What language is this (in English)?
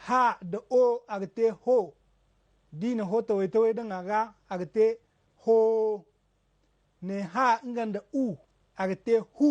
Zarma